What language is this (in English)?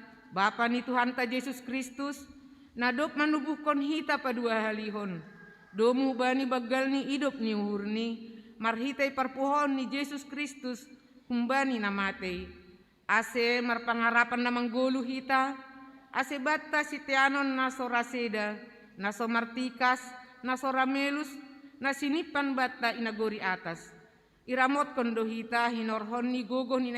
Batak Simalungun